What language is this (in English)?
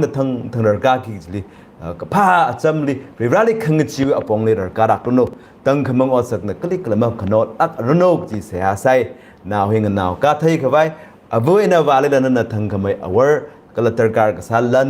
Tangkhul Naga (India)